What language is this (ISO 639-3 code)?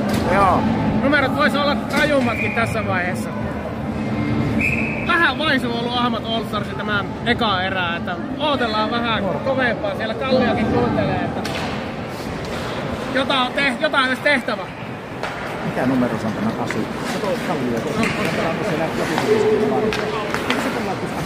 fin